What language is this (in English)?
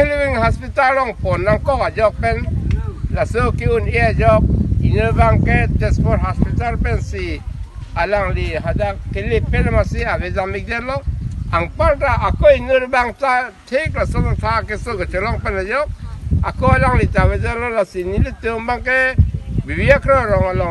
Karbi